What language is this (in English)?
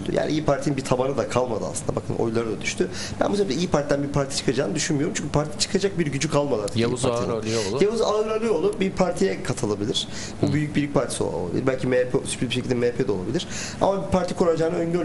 Turkish